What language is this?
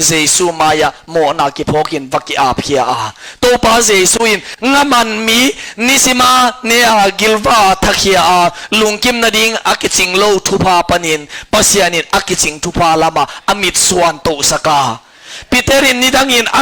Tedim Chin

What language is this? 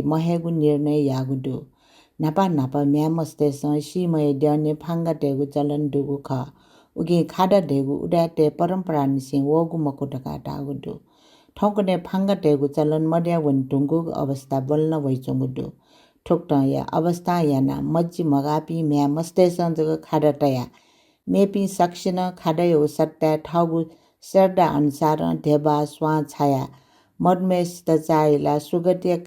Newari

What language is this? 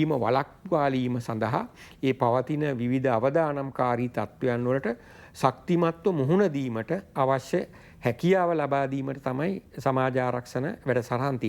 Sinhala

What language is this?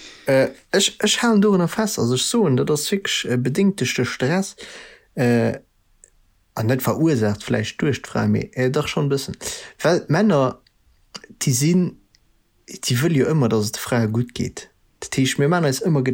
Luxembourgish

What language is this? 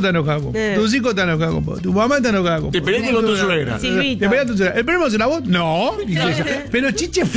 Spanish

